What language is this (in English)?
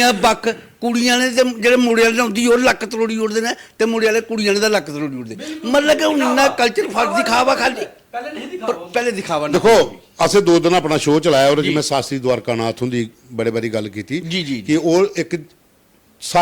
Dogri